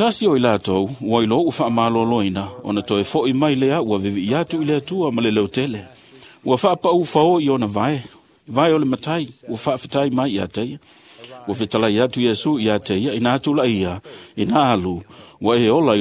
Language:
Samoan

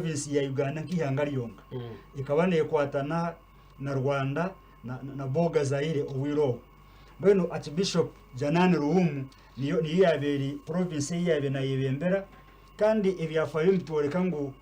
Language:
Nyankole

